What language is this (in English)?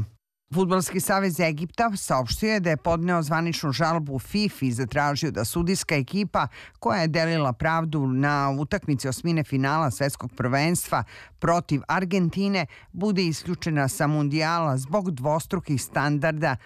Serbian